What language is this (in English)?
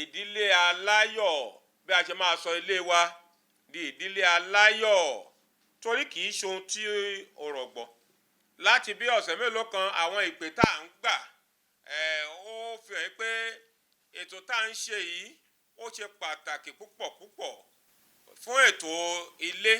Yoruba